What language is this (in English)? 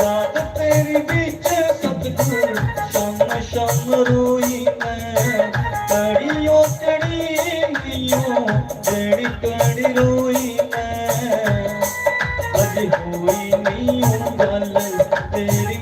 Dogri